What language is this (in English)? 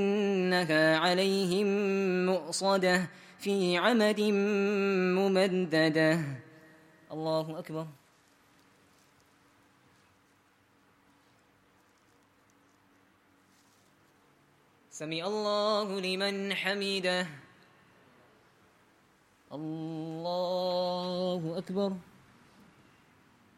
Arabic